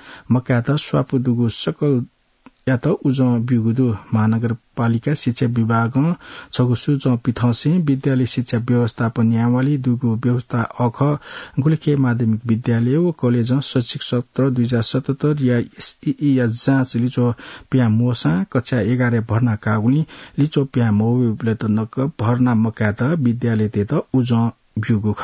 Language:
Newari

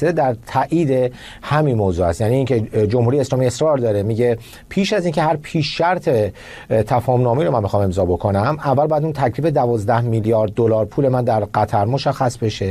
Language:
Persian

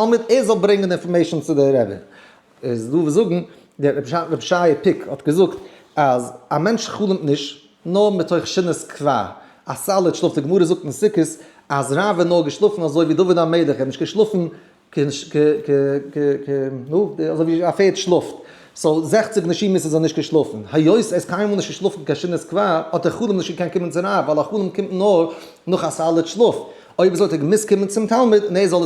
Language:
Yiddish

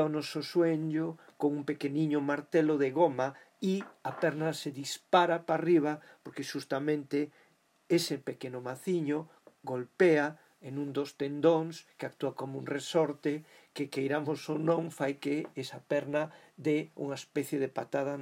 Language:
Galician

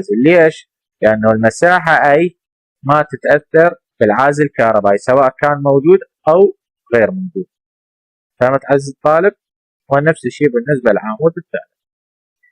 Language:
Mesopotamian Arabic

